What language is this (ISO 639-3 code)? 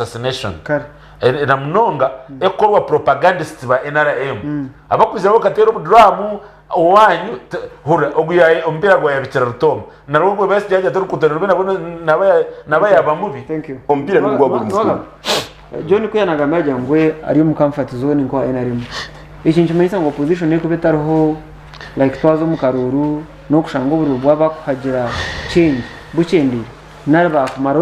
nyn